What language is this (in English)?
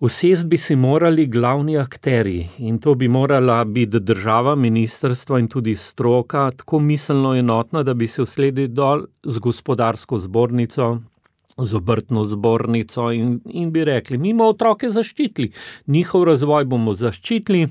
Slovenian